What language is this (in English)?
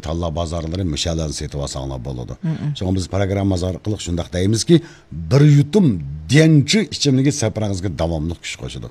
Uyghur